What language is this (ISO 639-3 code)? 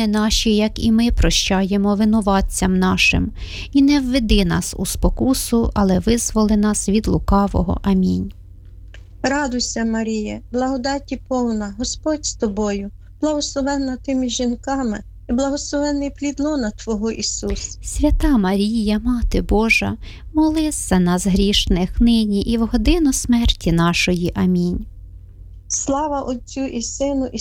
ukr